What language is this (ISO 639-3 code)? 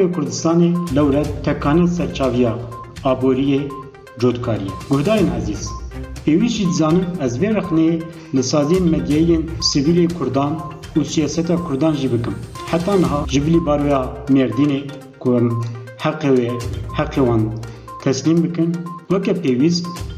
kur